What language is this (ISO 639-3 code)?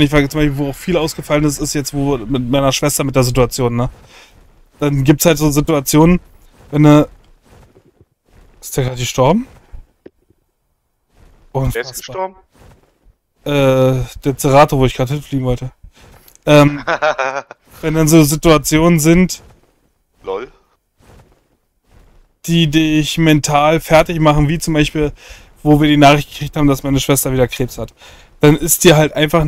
deu